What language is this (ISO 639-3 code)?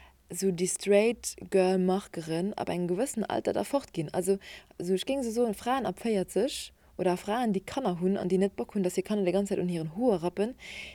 ltz